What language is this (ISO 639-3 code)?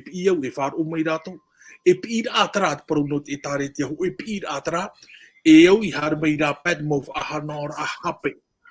tah